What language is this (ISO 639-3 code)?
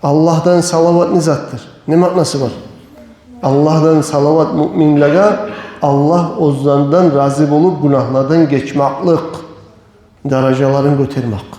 kum